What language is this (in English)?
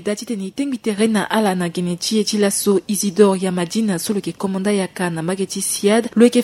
Sango